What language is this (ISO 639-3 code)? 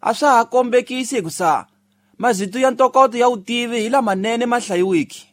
tso